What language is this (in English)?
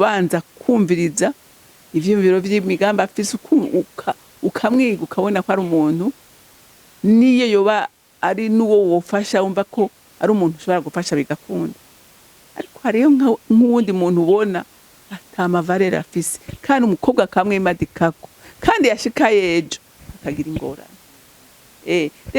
Rundi